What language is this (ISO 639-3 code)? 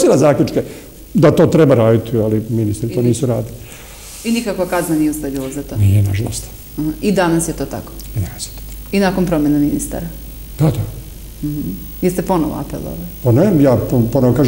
srp